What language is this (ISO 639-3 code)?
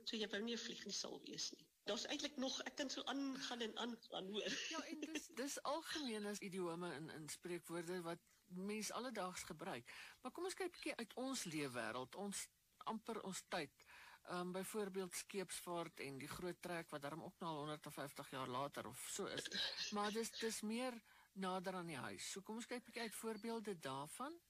afr